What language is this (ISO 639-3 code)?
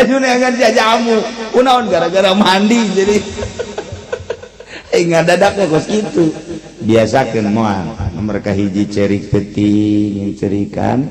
sun